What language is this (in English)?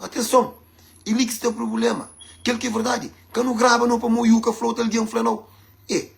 Kabuverdianu